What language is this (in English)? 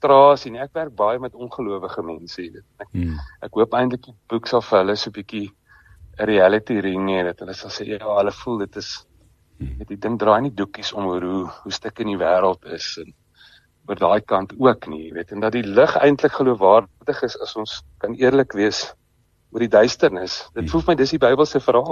Afrikaans